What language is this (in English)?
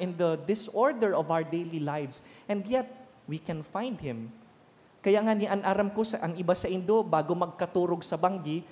Bikol